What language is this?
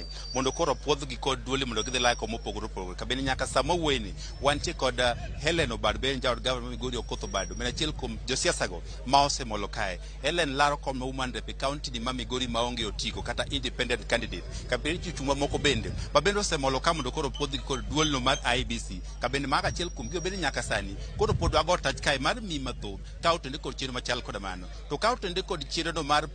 Luo (Kenya and Tanzania)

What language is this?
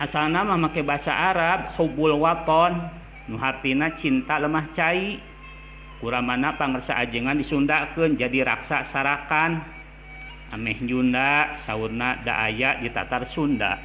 Sundanese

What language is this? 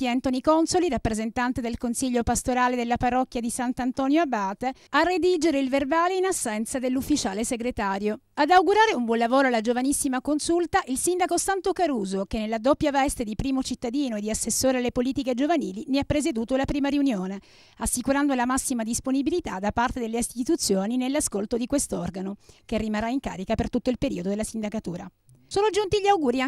Italian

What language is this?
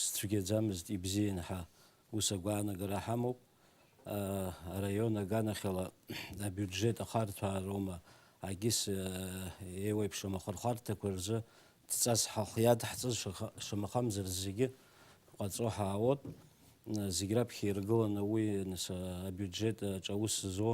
Abkhazian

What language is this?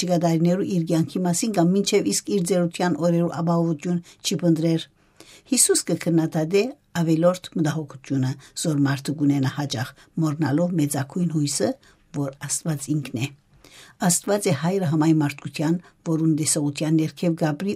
Western Armenian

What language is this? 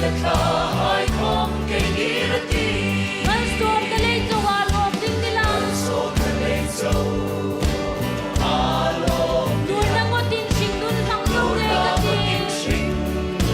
Hmar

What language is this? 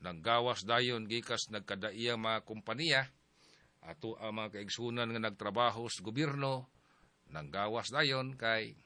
Cebuano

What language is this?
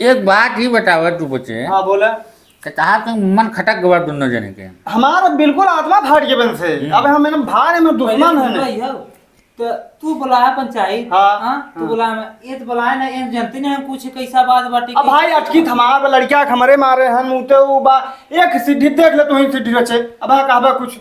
Awadhi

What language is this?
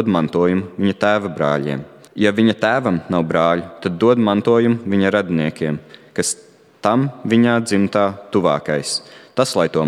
Latvian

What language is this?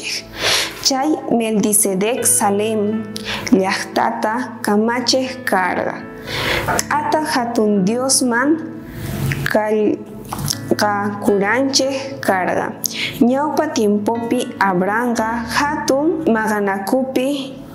South Bolivian Quechua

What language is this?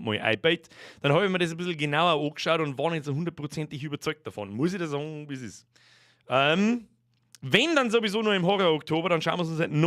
Bavarian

